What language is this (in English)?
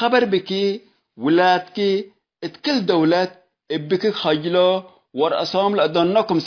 Tigre